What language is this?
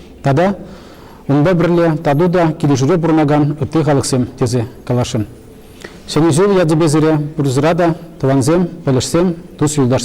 Chuvash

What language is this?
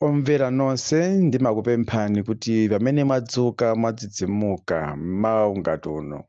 Nyanja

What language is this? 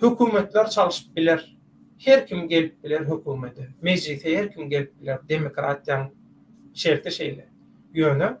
Turkmen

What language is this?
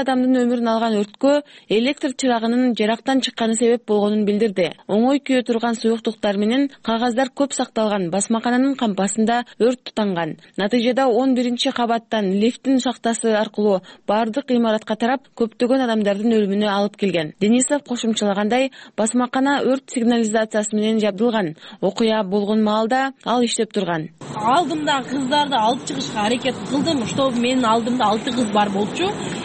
Kyrgyz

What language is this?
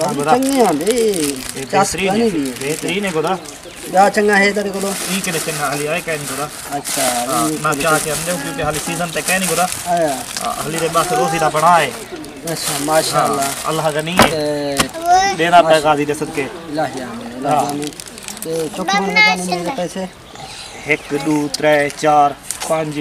Saraiki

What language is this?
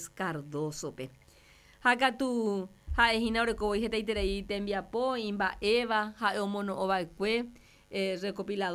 Guarani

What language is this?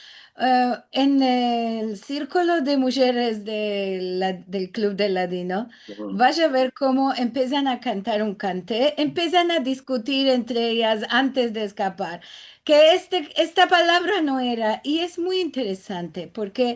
Ladino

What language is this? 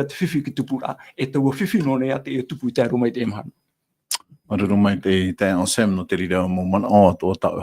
Tahitian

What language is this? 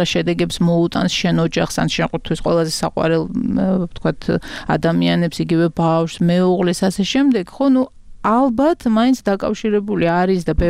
Georgian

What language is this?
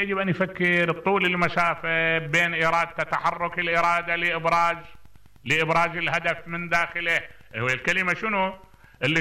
Mesopotamian Arabic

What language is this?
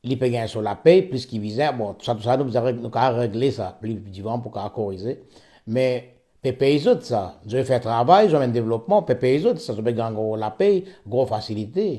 Morisyen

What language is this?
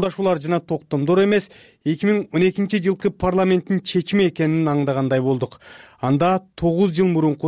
Kyrgyz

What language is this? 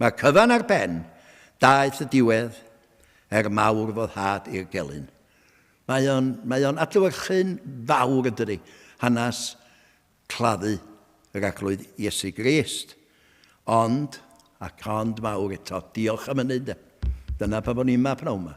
Welsh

